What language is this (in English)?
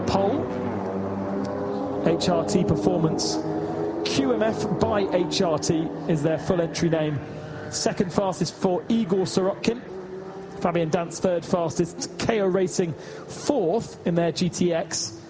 English